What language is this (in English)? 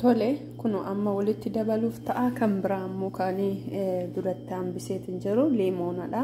Oromo